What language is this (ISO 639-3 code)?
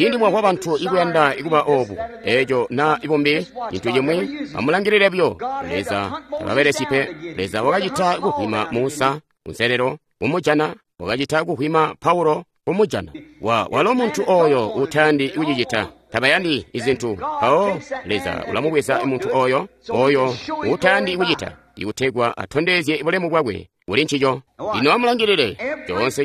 toi